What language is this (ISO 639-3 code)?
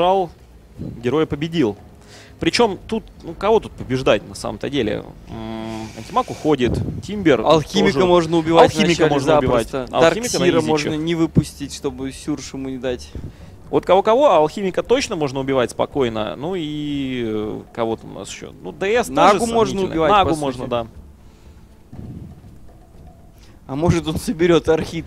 rus